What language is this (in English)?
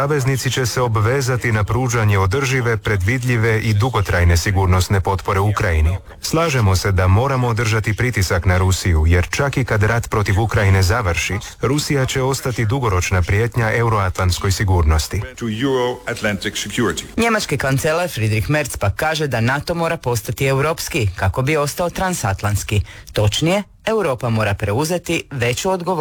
Croatian